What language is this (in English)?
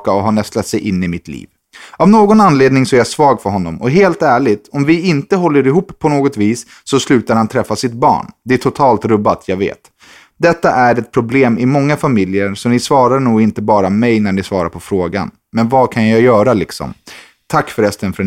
Swedish